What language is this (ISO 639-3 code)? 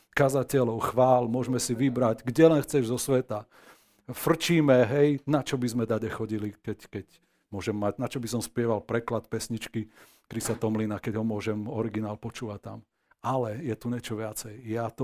slk